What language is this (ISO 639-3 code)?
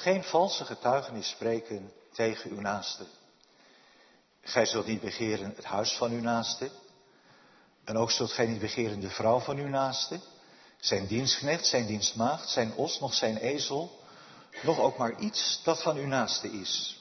nld